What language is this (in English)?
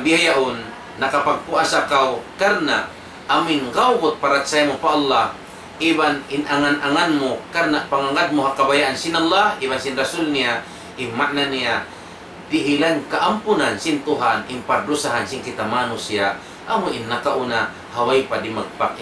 Tausug